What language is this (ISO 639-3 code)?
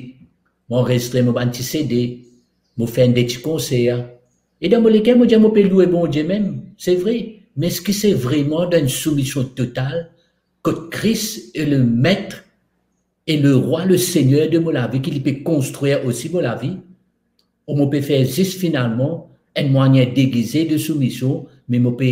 mfe